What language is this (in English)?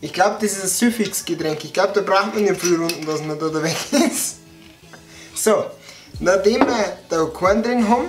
Bavarian